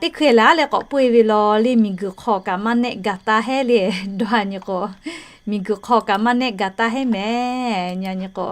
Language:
Lahu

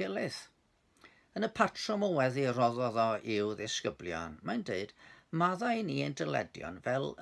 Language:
Welsh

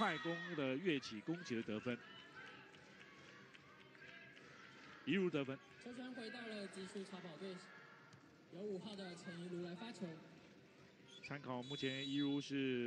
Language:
Chinese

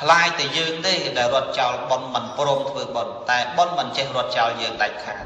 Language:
Khmer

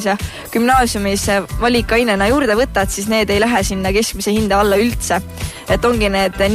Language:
Estonian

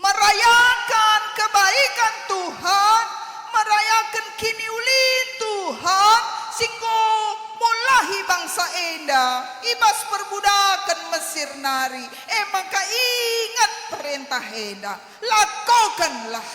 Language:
Batak Karo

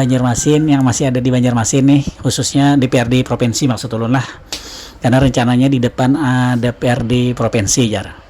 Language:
Banjar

